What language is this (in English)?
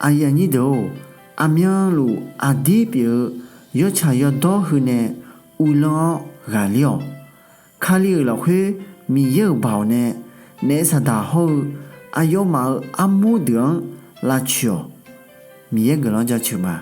Akha